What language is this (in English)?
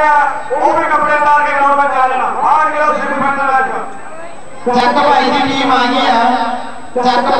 Punjabi